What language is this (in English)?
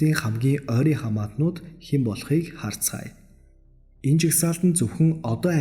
Mongolian